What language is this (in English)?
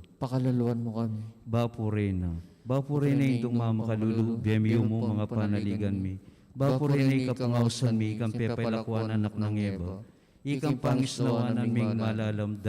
Pampanga